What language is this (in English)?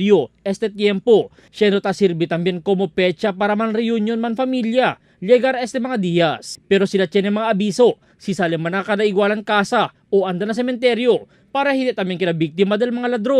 Chavacano